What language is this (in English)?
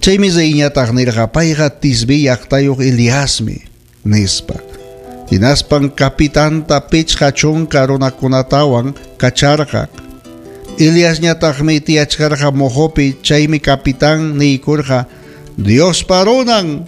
Ayacucho Quechua